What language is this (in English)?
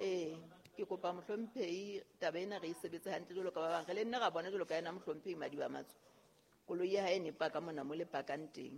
Southern Sotho